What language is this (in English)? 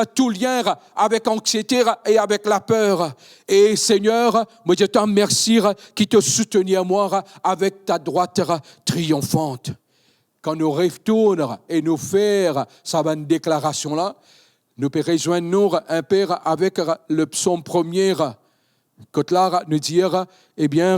Morisyen